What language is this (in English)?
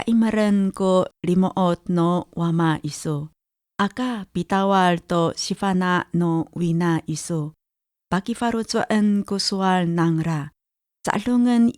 Amis